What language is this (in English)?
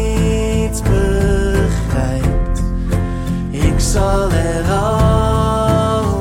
Dutch